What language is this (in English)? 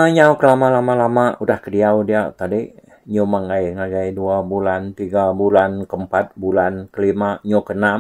Iban